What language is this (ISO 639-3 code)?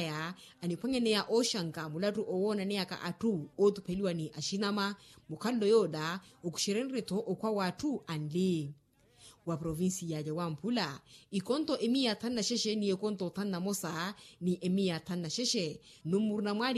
vmw